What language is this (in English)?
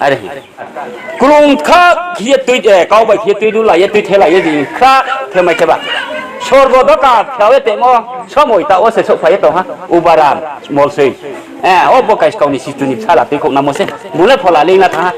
Riang (India)